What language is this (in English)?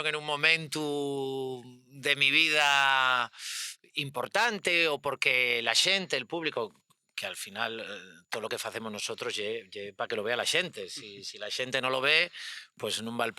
Asturian